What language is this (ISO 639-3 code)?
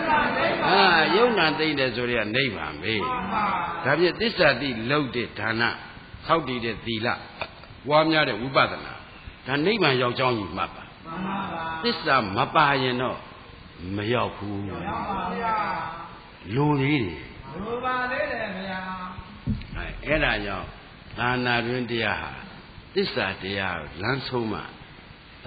mya